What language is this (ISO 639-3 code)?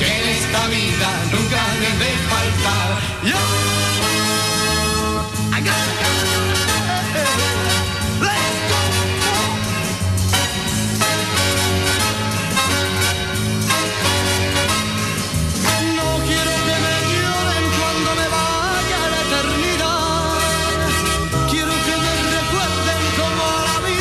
spa